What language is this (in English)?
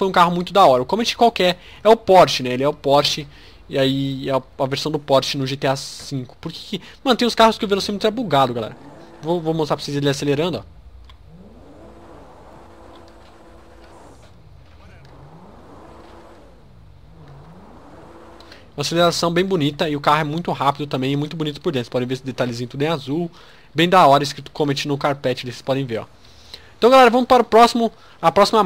Portuguese